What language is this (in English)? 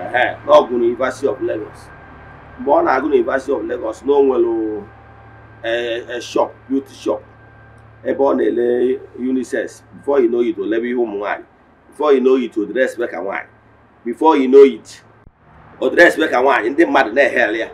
Igbo